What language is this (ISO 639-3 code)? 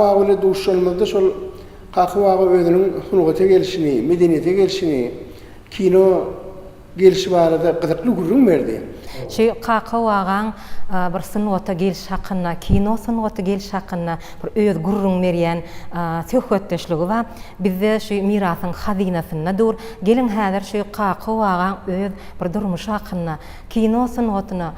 tuk